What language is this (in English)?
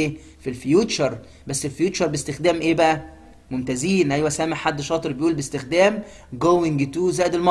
Egyptian Arabic